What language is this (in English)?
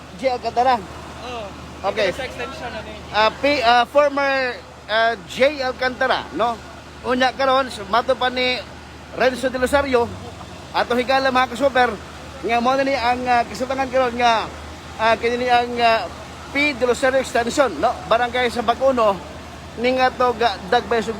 Cebuano